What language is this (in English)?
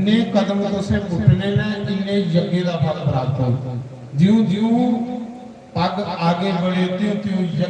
Dogri